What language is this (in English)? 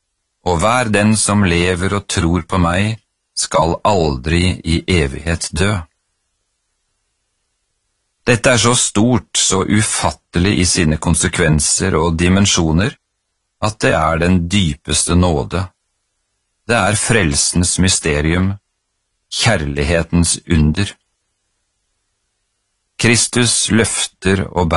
Norwegian